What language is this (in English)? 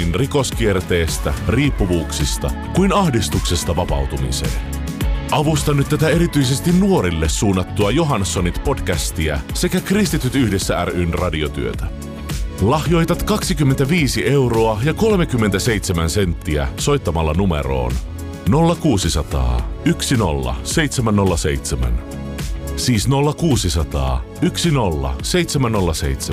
Finnish